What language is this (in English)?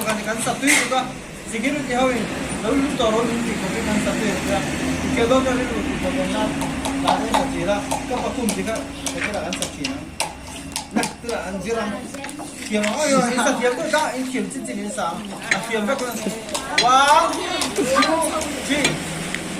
Mizo